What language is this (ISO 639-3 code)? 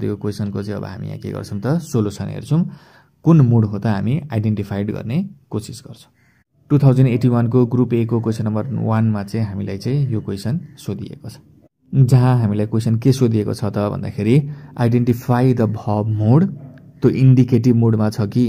nep